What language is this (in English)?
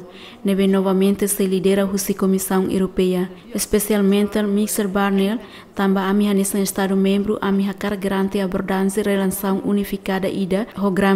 Tetum